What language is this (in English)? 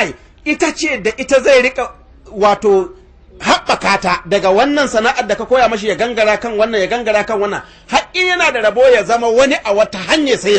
Hausa